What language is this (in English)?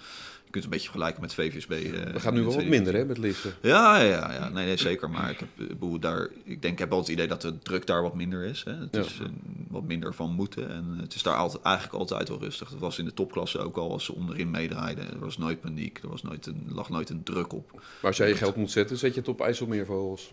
Dutch